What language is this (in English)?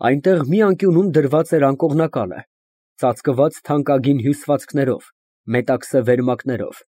Armenian